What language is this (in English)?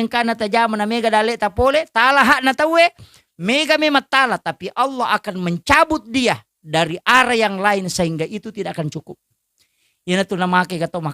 Buginese